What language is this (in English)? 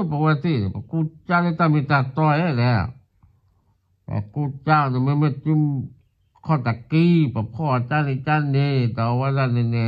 S'gaw Karen